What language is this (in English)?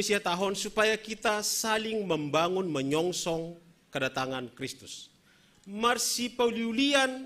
Batak Simalungun